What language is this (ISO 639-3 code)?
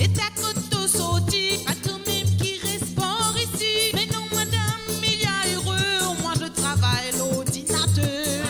mfe